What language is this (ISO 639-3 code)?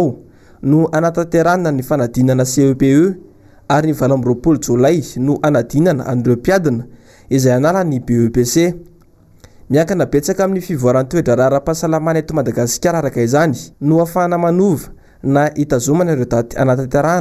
mlg